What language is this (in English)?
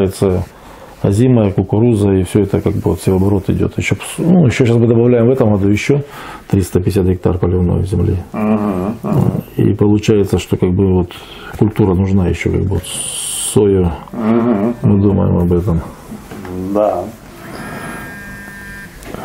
Russian